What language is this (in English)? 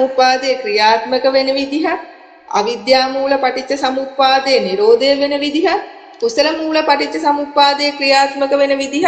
Sinhala